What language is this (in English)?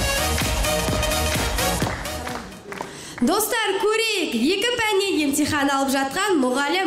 Kazakh